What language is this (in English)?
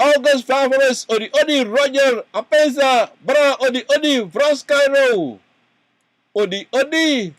Sranan Tongo